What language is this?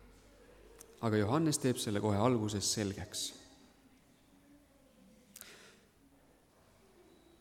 Estonian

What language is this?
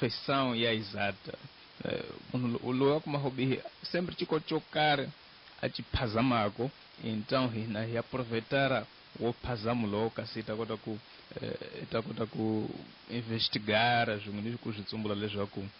Tsonga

